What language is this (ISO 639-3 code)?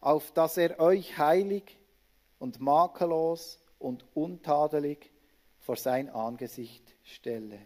gsw